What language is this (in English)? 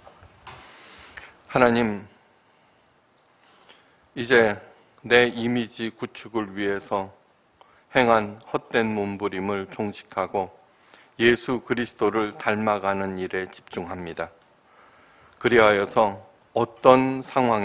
Korean